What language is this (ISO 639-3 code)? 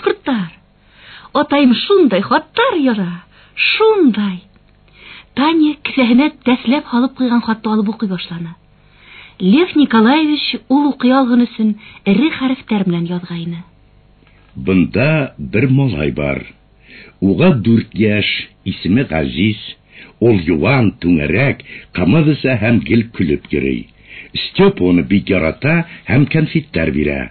bak